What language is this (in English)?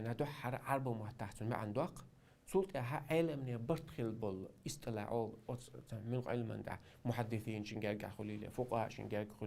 Chechen